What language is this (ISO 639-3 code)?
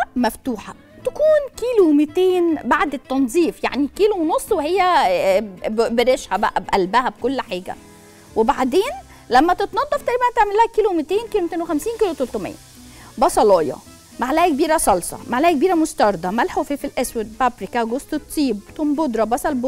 arz